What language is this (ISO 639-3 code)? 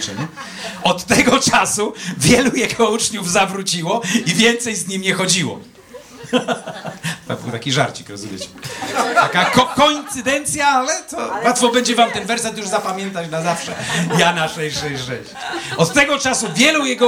pol